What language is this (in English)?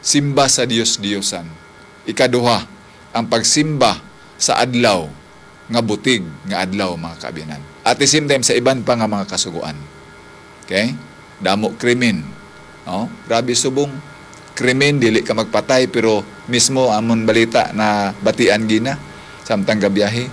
Hiligaynon